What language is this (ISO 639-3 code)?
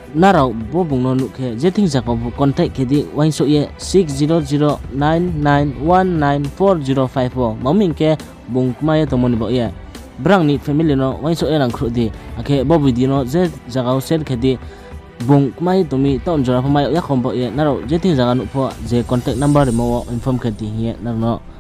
ria